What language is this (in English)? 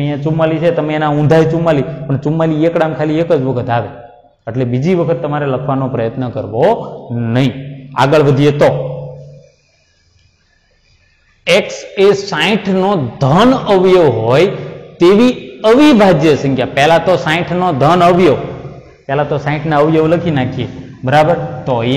Gujarati